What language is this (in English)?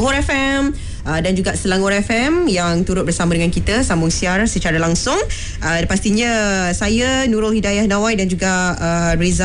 Malay